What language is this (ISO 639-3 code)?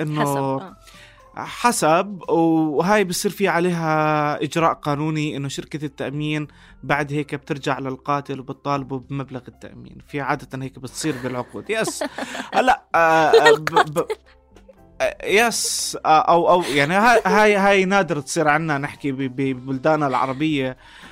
apc